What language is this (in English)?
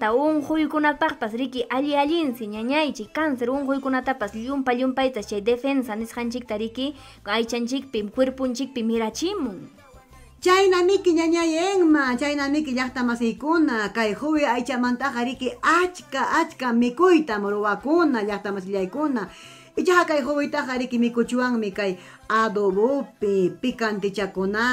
Ayacucho Quechua